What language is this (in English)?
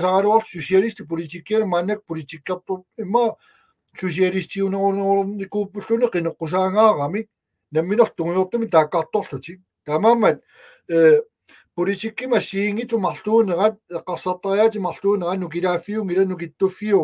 Kalaallisut